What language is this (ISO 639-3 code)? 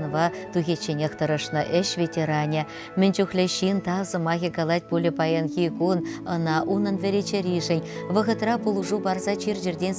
chv